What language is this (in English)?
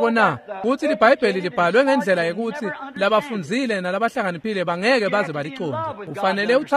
Swati